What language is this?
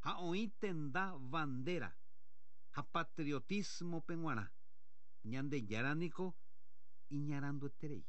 Guarani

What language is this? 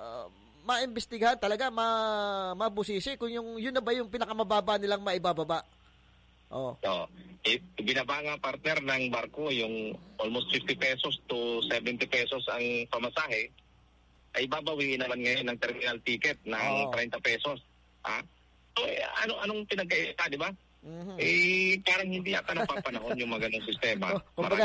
Filipino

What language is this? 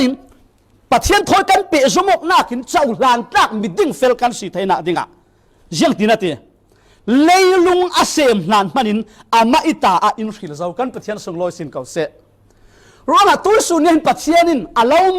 Falam Chin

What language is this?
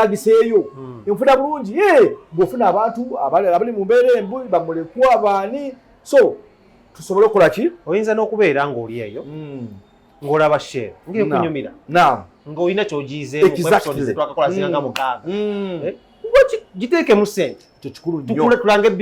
Ganda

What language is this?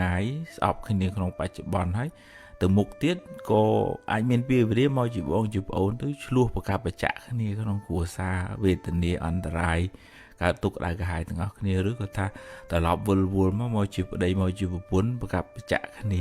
Khmer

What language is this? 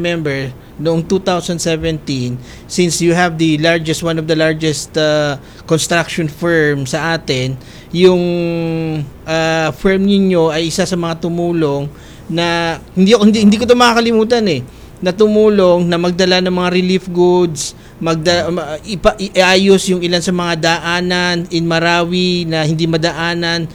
Filipino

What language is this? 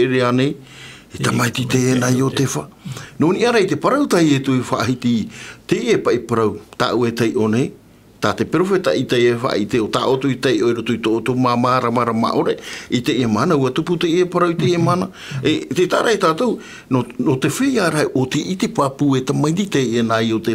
Tahitian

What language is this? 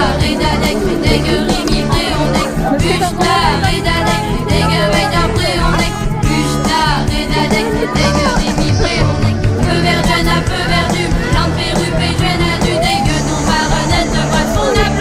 Breton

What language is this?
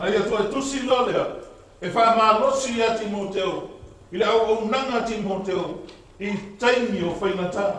Samoan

